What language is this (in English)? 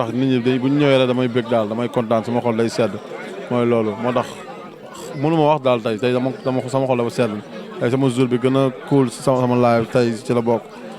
Wolof